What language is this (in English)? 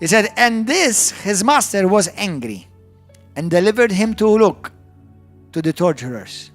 English